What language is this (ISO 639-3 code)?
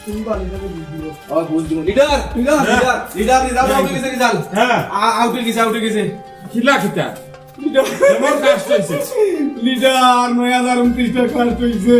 syl